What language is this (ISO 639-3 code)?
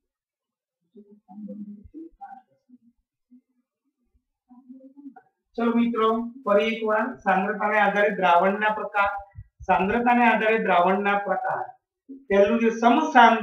guj